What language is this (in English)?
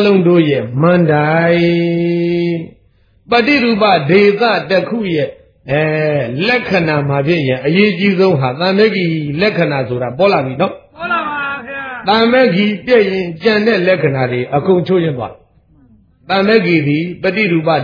Burmese